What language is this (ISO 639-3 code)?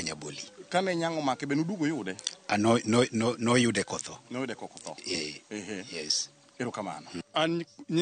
luo